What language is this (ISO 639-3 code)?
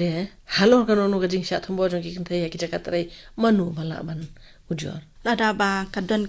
kha